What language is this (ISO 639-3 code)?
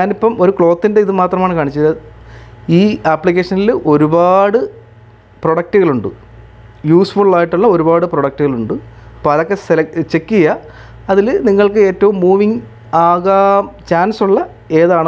mal